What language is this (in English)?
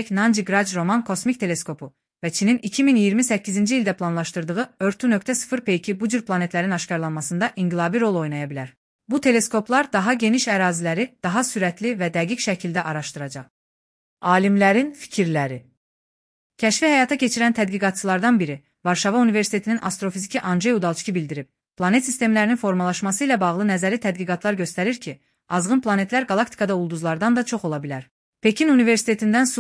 Azerbaijani